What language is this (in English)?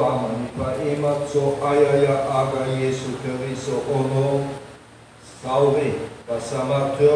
Nias